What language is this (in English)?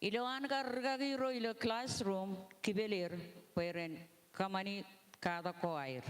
Marshallese